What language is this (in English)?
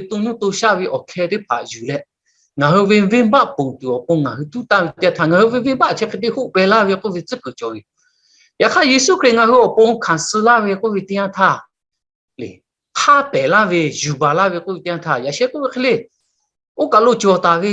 Lahu